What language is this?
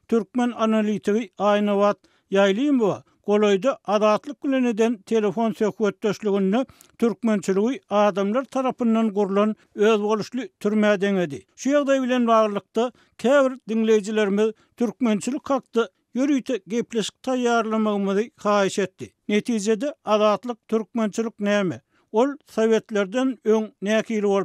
Turkmen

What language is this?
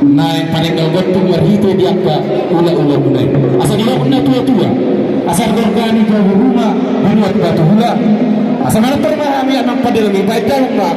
Batak Toba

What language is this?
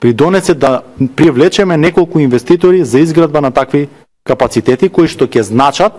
Macedonian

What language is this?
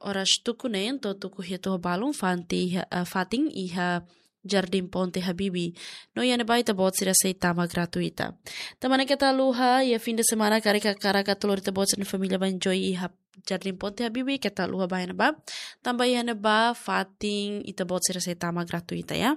Tetum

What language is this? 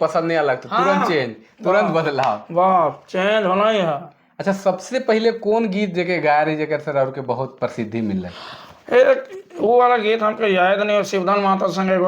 Sadri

